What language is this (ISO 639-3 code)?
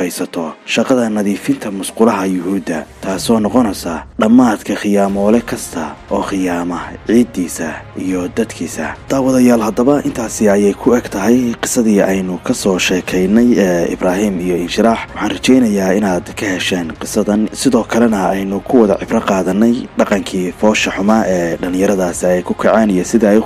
som